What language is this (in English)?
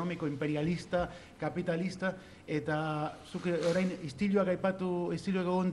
Basque